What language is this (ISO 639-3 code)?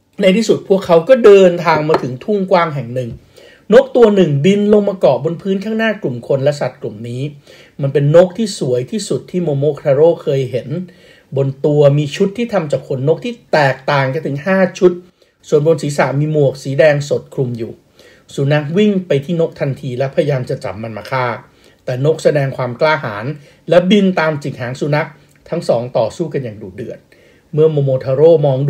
tha